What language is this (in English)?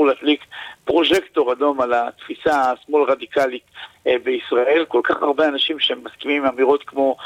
Hebrew